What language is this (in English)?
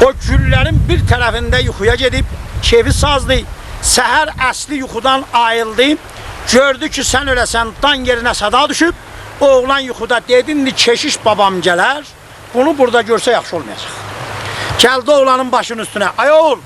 South Azerbaijani